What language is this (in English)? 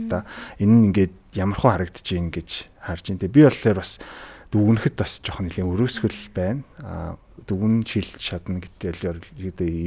Mongolian